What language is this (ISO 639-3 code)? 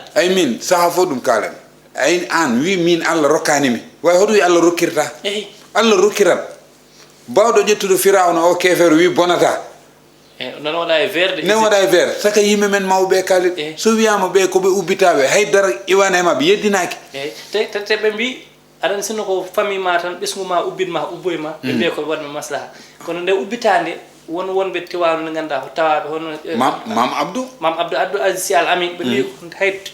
ful